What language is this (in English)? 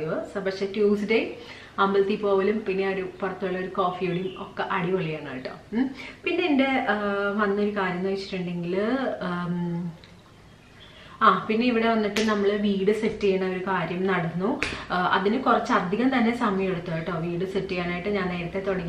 Malayalam